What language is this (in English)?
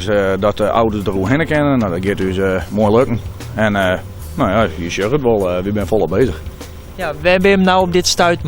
Western Frisian